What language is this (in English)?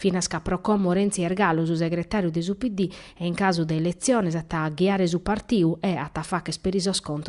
Sardinian